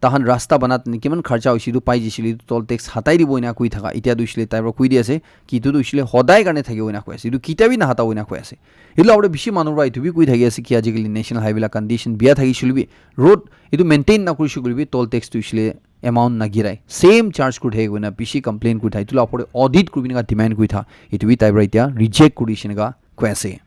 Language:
Naga Pidgin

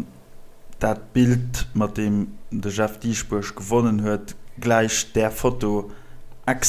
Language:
Luxembourgish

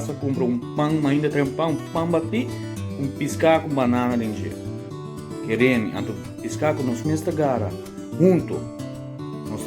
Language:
Papiamento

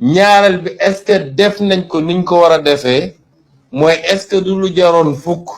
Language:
Wolof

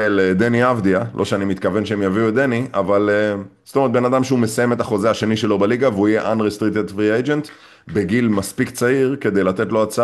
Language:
Hebrew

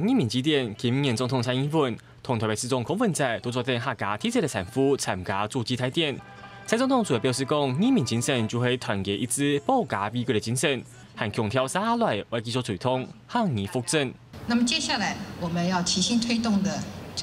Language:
Hakka Chinese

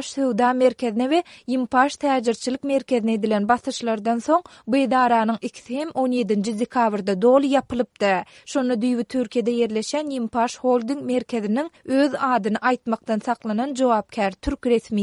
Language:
Turkmen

